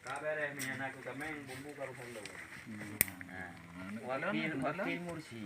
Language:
Achinese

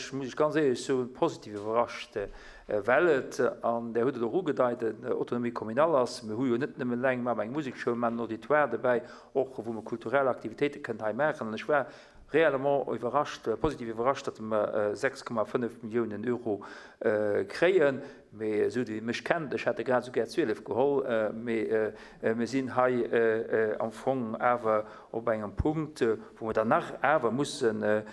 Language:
Luxembourgish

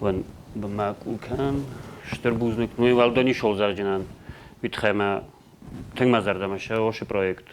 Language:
Ossetic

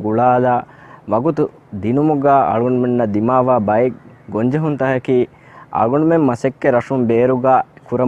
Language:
Divehi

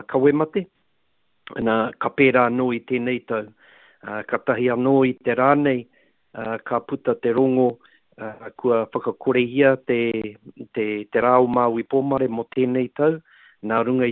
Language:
Māori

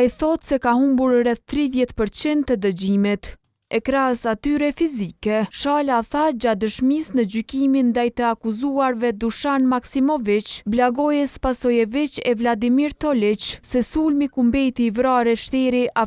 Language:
Albanian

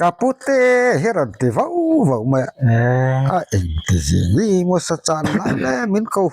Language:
Mizo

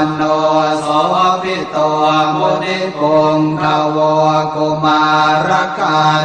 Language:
Pali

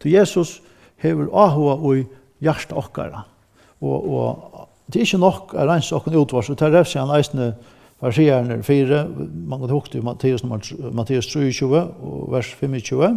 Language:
Faroese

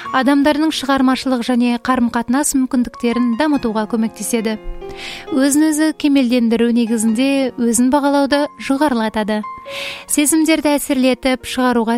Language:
Kazakh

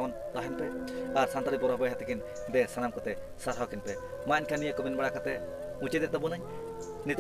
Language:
Santali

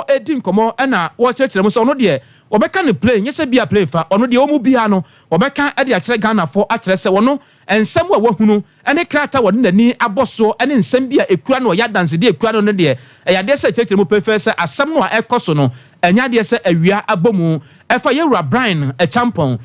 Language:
Akan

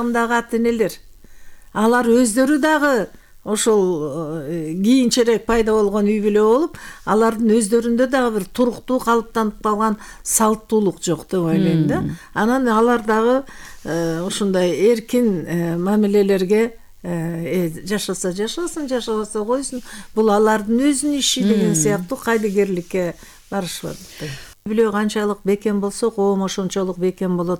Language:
Kyrgyz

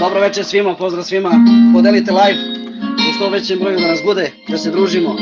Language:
Balkan Romani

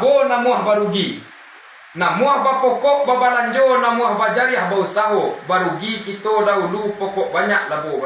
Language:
Minangkabau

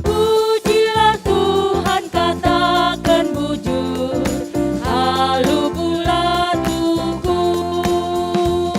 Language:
Batak Karo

